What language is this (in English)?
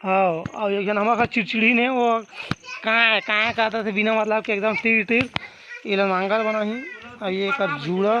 Chhattisgarhi